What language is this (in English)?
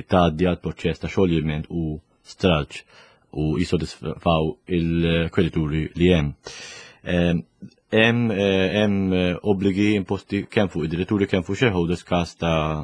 Maltese